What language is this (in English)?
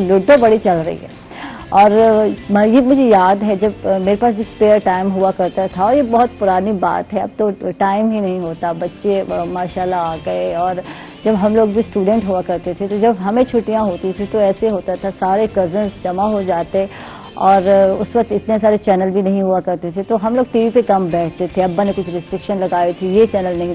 Urdu